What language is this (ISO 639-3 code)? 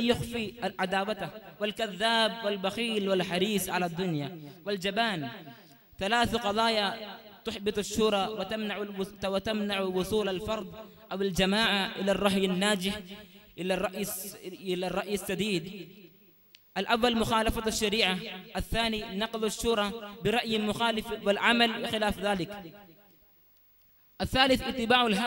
ara